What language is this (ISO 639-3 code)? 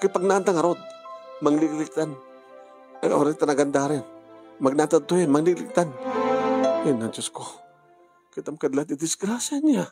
ilo